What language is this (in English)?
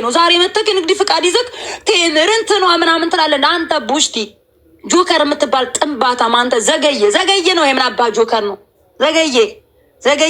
Amharic